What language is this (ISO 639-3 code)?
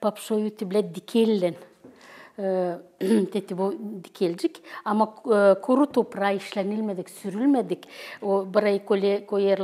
gag